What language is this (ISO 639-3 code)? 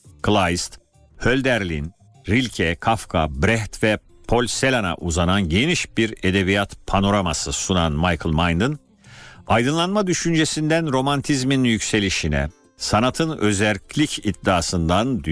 tur